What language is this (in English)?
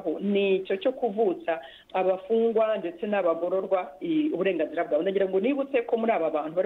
Kinyarwanda